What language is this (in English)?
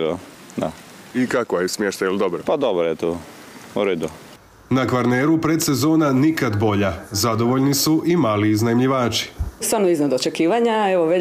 Croatian